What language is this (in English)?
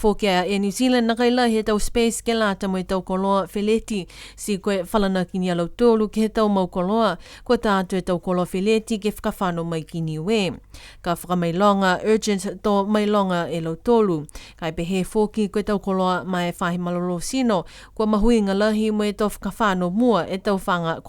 Niuean